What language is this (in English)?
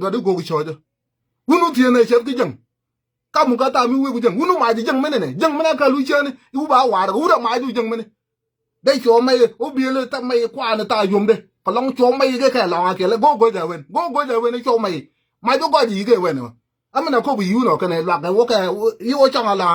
Nuer